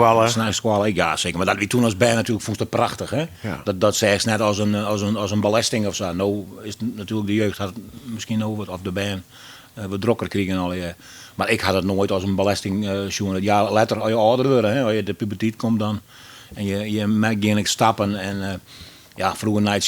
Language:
Western Frisian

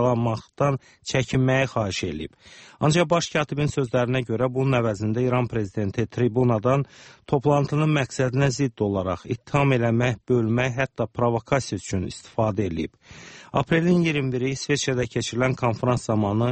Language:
Azerbaijani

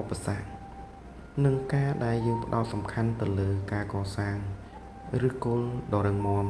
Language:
Khmer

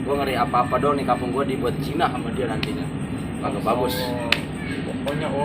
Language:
Betawi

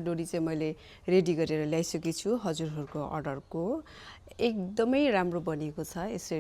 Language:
Nepali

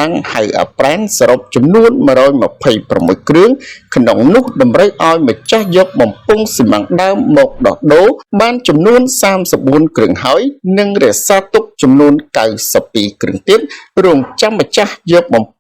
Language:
Khmer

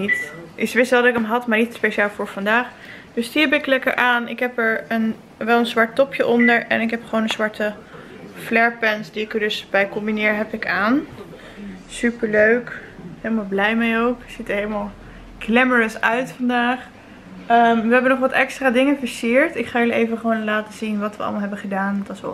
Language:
Dutch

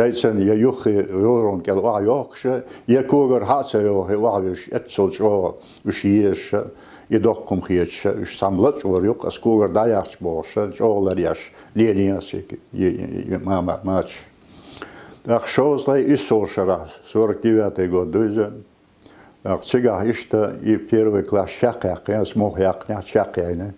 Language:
Chechen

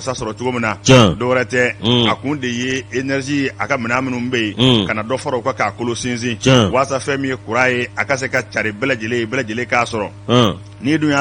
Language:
Bambara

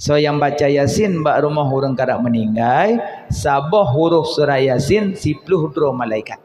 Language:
Achinese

